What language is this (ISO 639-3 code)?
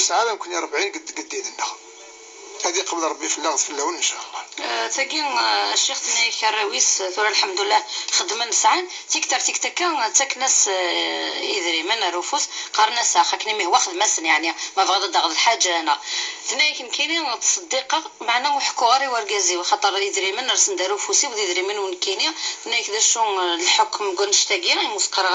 kab